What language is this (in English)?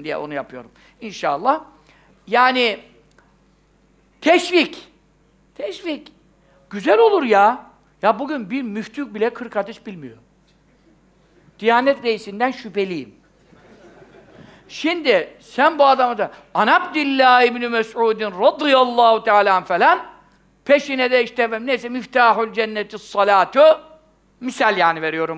Turkish